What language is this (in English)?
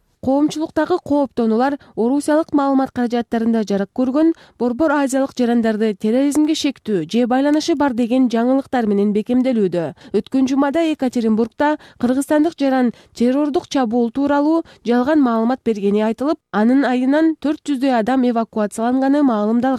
Kyrgyz